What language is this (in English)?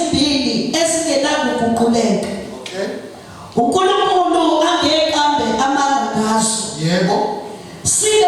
Zulu